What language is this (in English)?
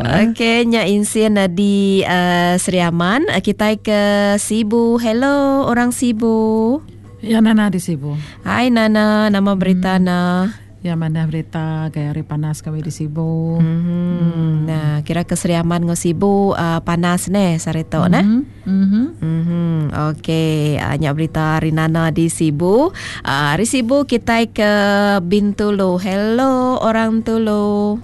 Iban